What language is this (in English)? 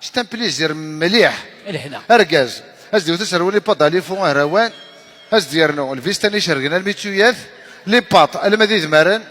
Kabyle